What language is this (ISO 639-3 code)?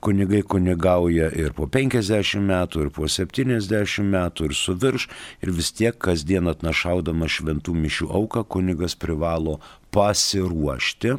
lit